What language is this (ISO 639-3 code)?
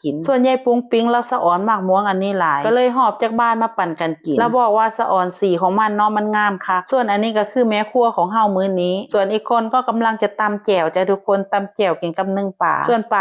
lao